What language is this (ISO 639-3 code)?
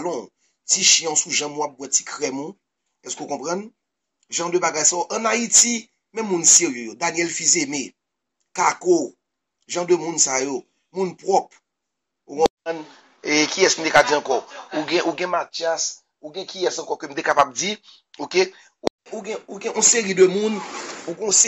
hat